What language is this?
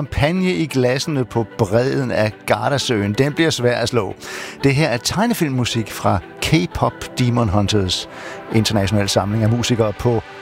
Danish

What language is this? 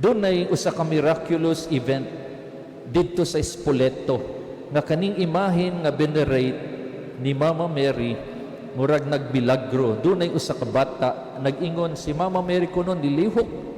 Cebuano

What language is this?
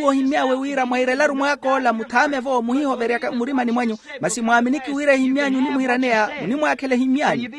Makhuwa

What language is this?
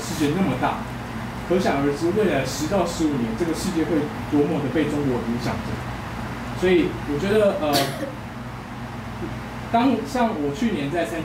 Chinese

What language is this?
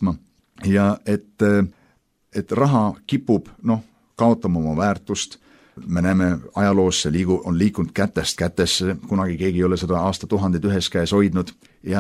Estonian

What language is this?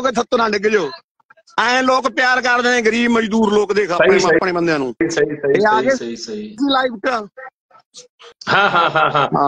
Punjabi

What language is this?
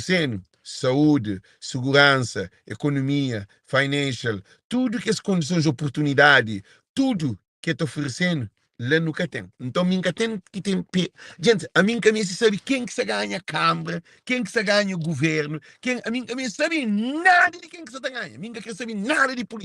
Kabuverdianu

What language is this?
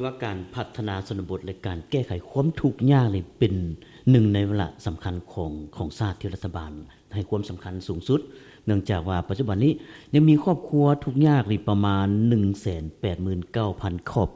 Lao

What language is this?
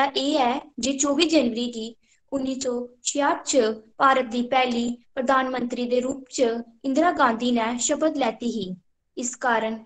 Dogri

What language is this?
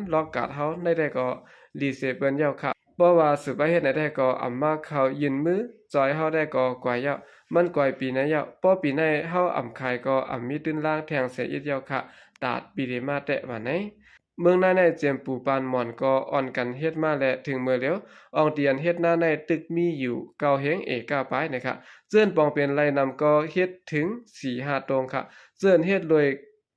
Shan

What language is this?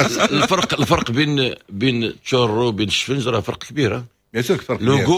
Moroccan Arabic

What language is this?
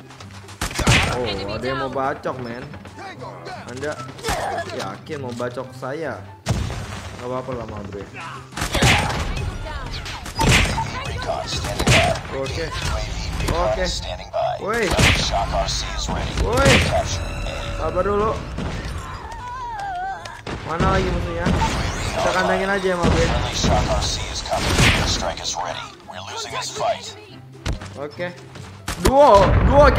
Indonesian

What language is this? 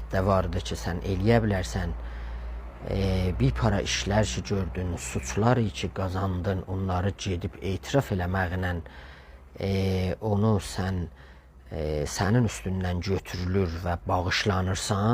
South Azerbaijani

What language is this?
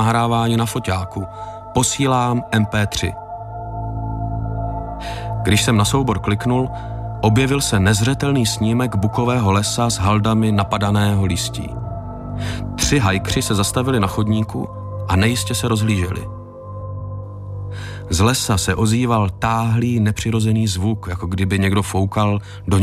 Czech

